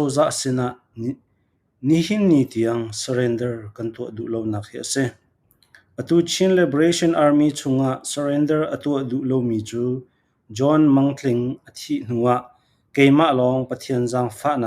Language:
Falam Chin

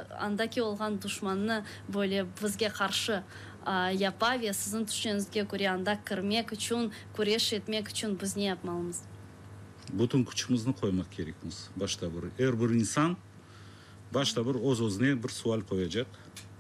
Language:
Crimean Tatar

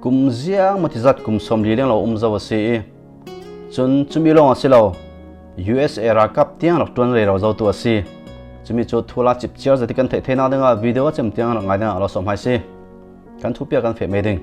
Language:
Falam Chin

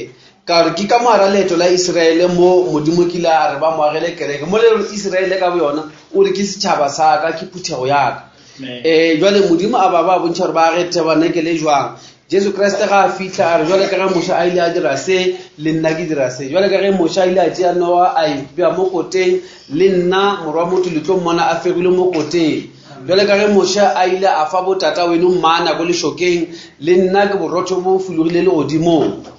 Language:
Northern Sotho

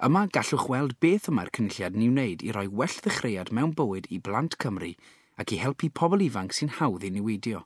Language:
Welsh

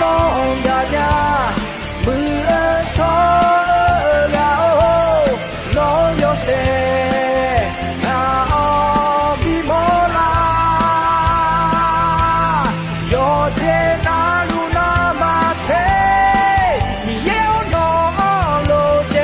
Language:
Akha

